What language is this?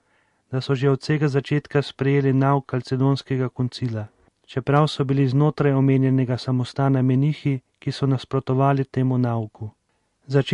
Slovenian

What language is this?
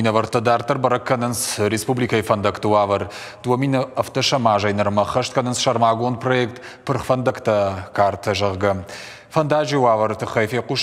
Ossetic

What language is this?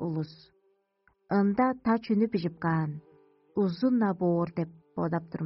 Tuvinian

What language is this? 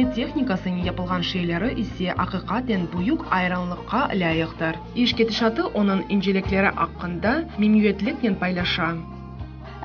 Crimean Tatar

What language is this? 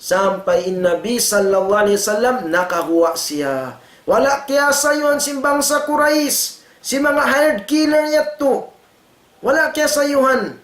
Tausug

